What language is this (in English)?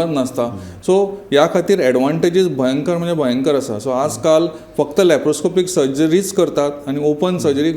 Konkani